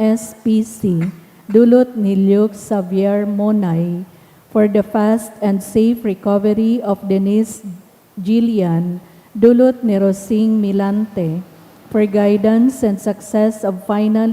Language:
Bikol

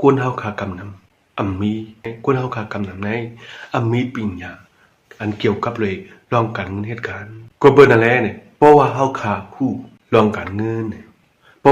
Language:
Shan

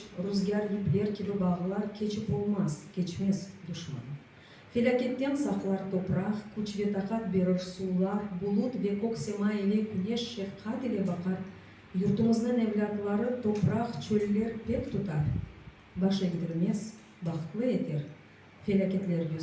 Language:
Crimean Tatar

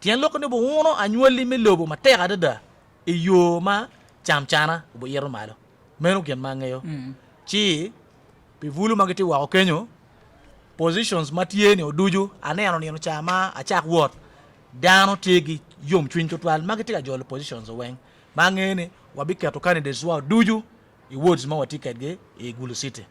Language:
Acoli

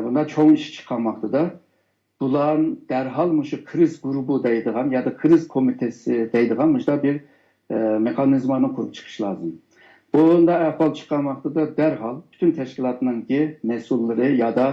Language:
Uyghur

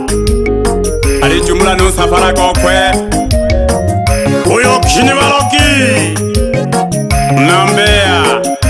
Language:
Swahili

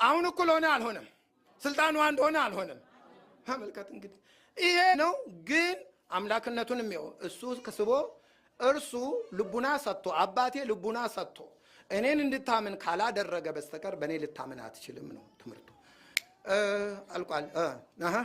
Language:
Amharic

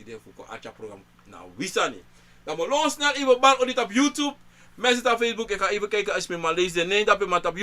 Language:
Sranan Tongo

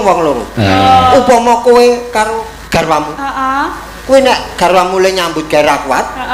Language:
Javanese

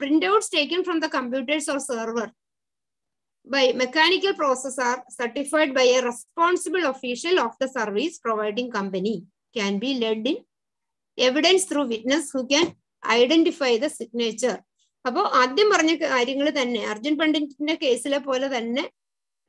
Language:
Malayalam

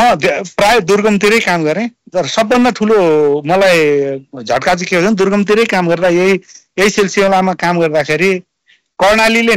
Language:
Nepali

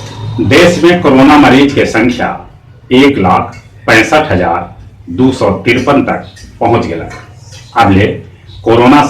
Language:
Magahi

